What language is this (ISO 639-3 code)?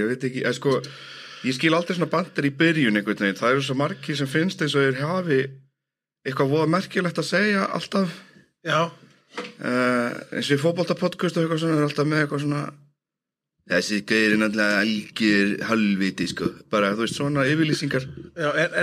isl